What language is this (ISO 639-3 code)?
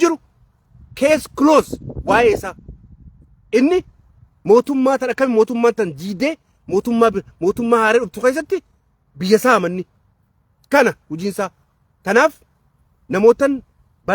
orm